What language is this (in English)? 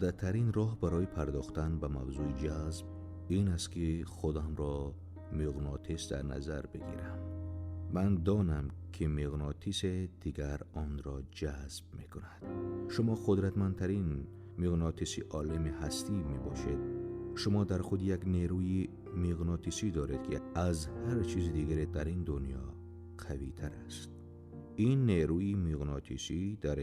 Tajik